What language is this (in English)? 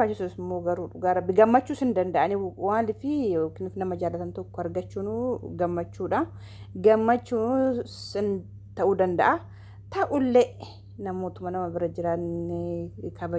Oromo